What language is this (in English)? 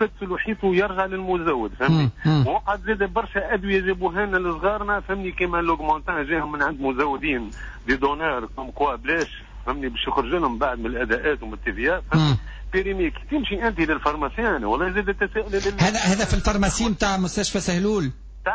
Tunisian Arabic